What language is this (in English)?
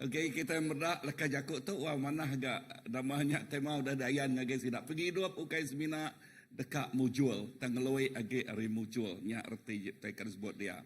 Iban